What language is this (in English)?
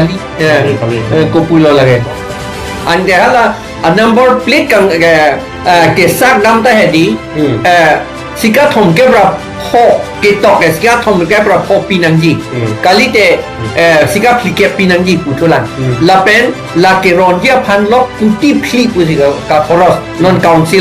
Karbi